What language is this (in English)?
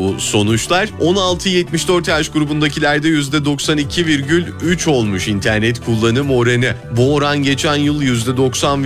Turkish